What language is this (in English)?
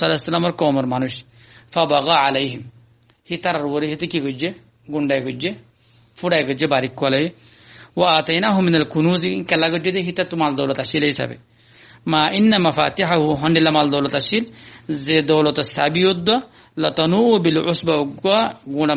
Rohingya